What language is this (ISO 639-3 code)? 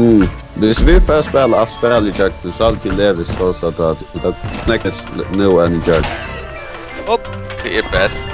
fao